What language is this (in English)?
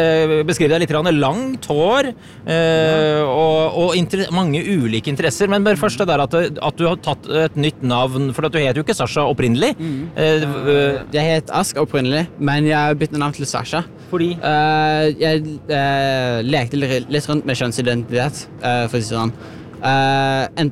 Norwegian